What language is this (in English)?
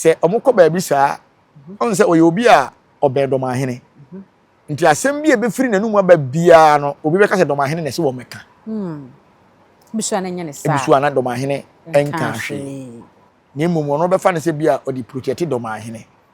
Akan